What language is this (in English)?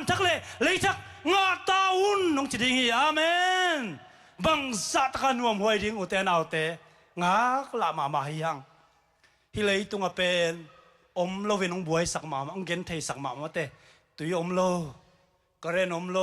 Tedim Chin